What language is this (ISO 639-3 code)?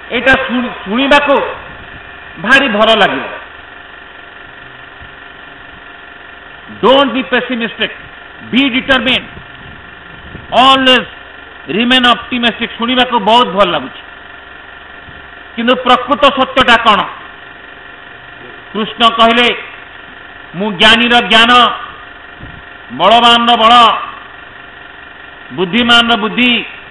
ori